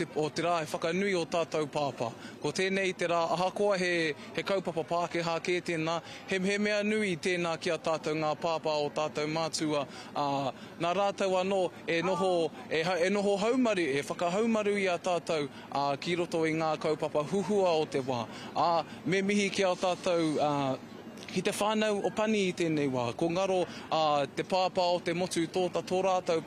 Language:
Māori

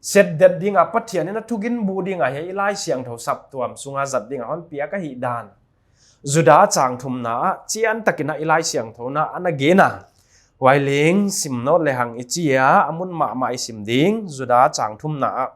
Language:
Paite Chin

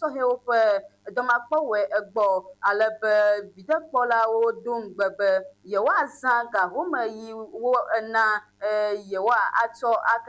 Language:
Ewe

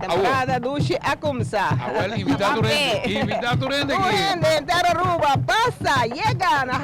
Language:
Papiamento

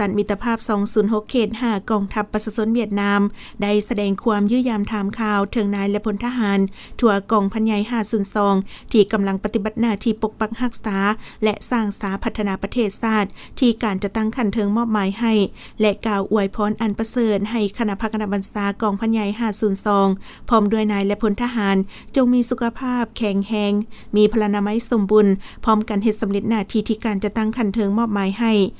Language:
Lao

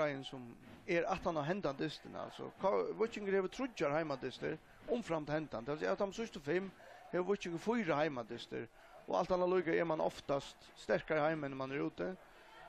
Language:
Faroese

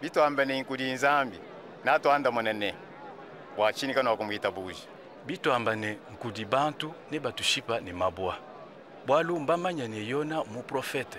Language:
Luba-Lulua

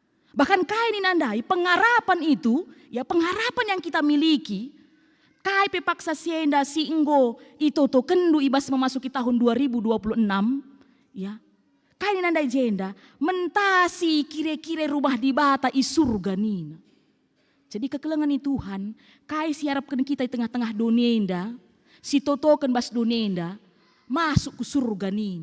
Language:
Batak Karo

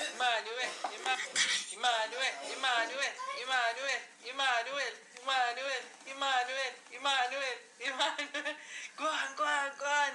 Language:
Jamaican Creole English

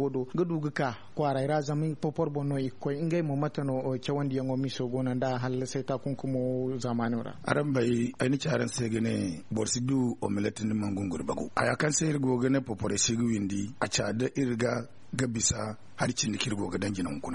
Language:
Zarma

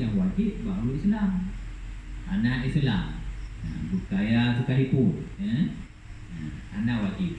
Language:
Achinese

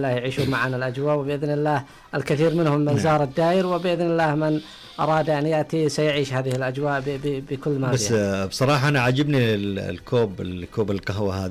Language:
Najdi Arabic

